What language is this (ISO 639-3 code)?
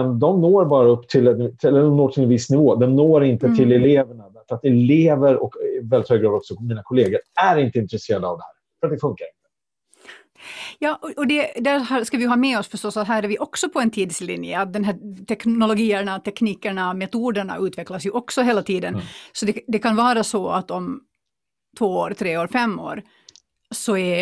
swe